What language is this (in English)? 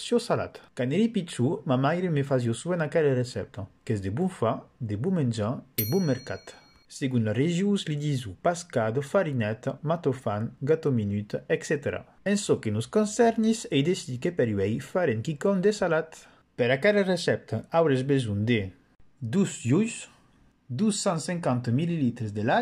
Occitan